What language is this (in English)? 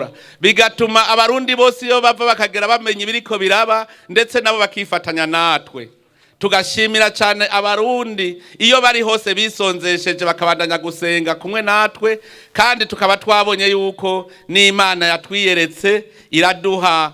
Rundi